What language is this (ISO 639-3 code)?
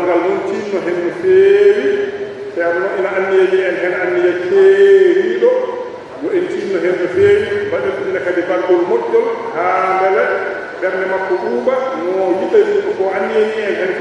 ful